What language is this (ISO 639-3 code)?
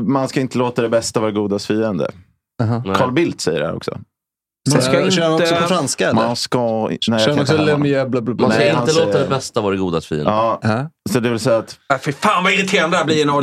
swe